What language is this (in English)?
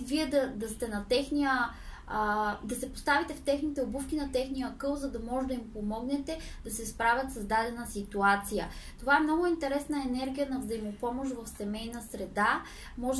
Bulgarian